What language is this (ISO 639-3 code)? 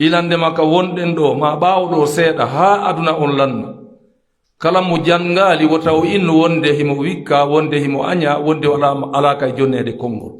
fuf